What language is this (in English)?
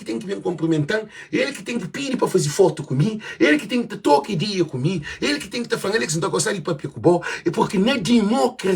Kabuverdianu